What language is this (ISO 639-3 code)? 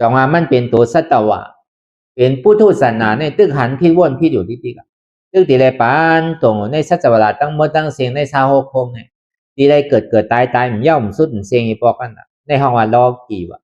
shn